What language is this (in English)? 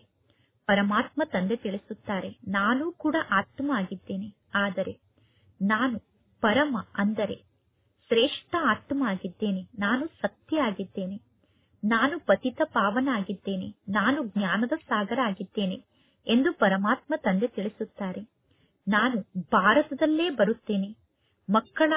Kannada